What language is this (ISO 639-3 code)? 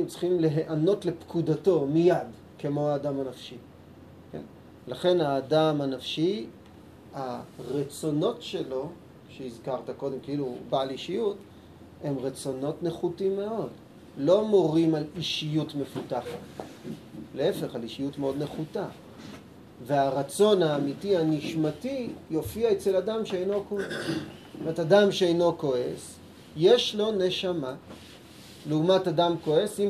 heb